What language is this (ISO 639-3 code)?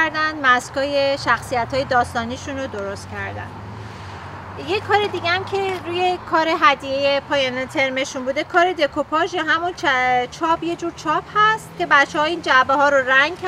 fas